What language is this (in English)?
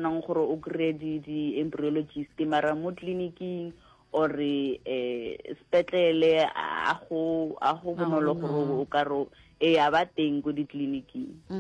Northern Sotho